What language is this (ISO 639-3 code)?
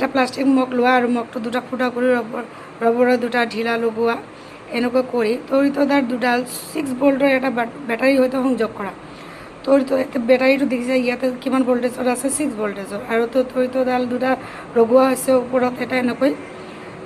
asm